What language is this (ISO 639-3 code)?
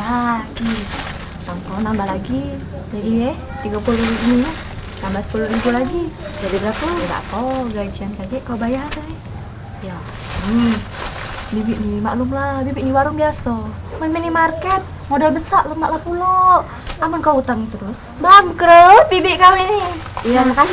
mui